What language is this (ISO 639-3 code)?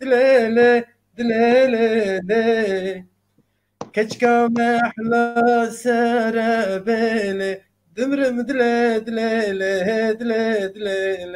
zza